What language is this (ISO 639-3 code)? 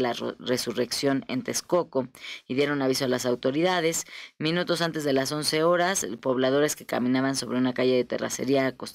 spa